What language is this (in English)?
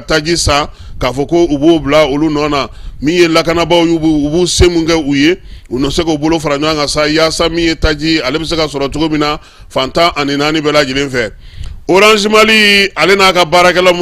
Bambara